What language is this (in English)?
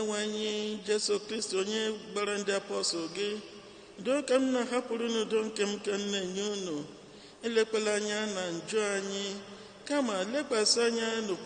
Igbo